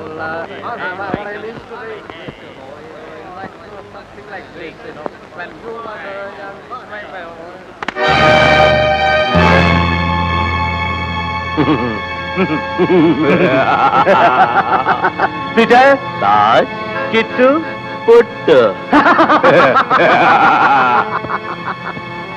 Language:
Kannada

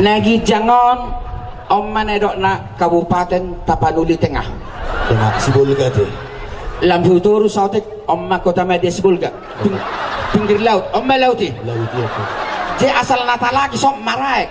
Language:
Batak Toba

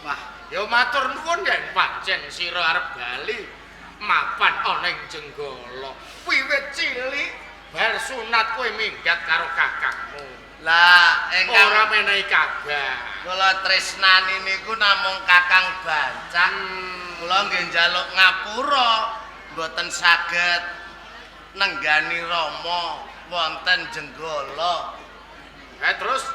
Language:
Javanese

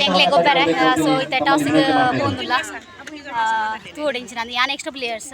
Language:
Tulu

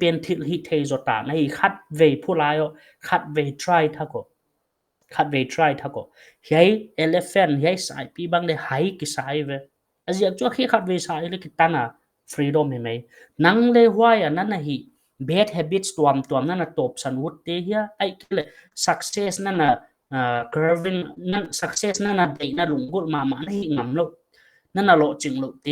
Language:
Paite Chin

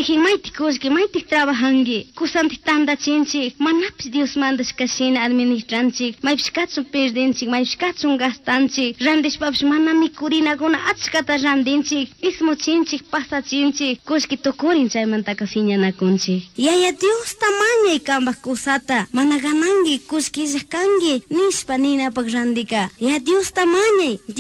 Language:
Chimborazo Highland Quichua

